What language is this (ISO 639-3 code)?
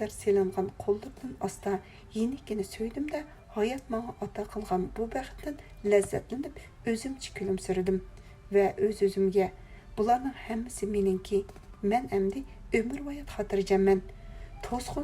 uig